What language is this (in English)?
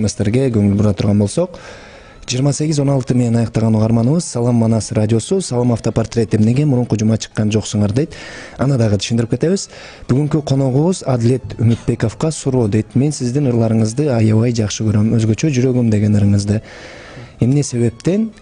Kyrgyz